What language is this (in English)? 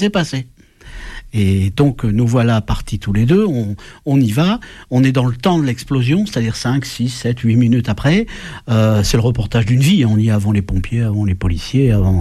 French